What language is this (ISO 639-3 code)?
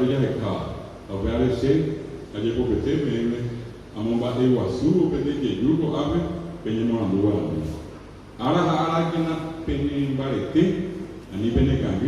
grn